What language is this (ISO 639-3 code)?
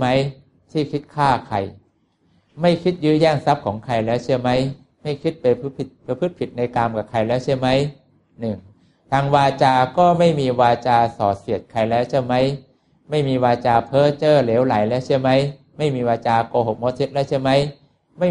tha